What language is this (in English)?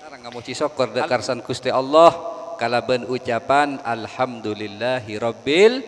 Madurese